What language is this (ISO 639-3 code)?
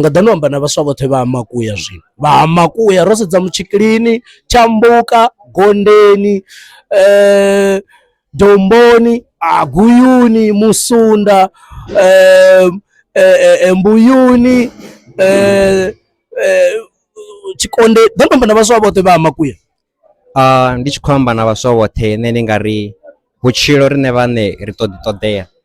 ven